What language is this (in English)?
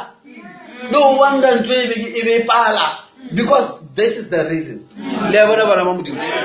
Northern Sotho